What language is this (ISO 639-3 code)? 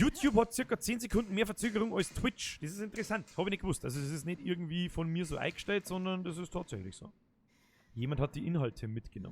bar